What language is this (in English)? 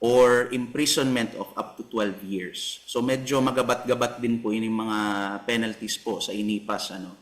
Bikol